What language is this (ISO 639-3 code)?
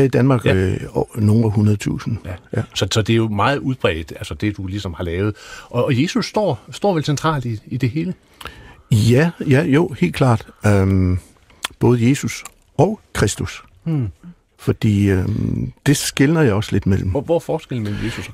dan